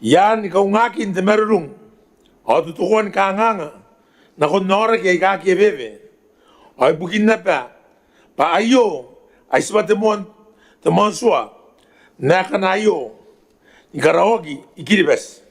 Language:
Gilbertese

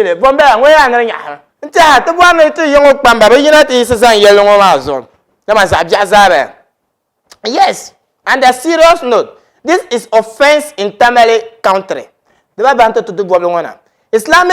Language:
Dagbani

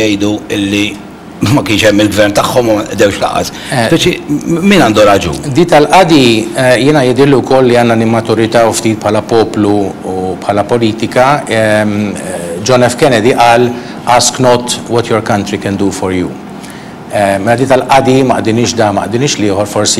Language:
Maltese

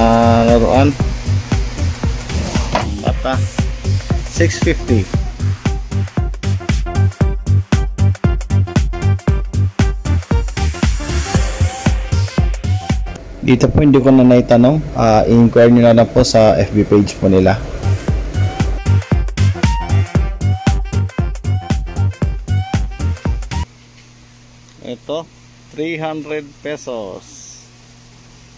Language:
Filipino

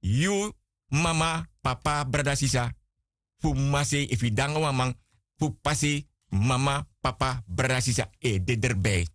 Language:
Sranan Tongo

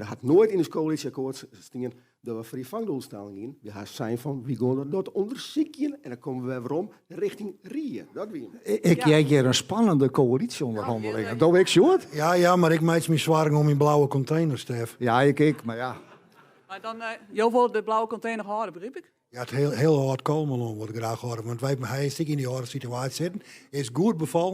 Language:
Western Frisian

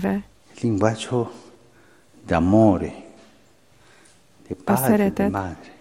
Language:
Hungarian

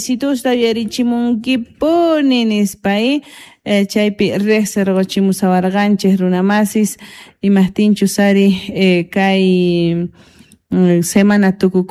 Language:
South Bolivian Quechua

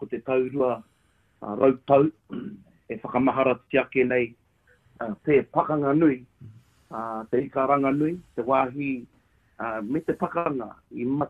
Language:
Māori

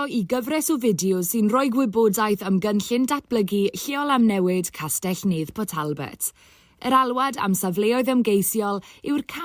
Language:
Welsh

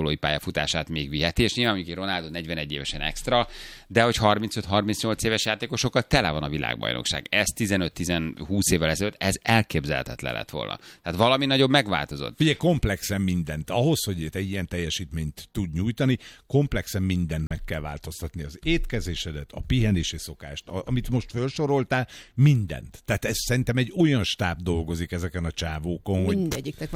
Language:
Hungarian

